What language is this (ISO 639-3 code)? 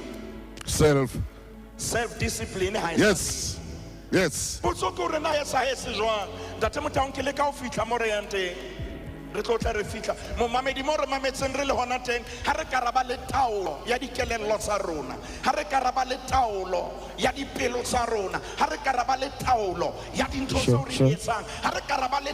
sot